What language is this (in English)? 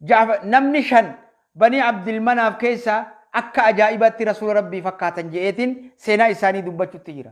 Oromo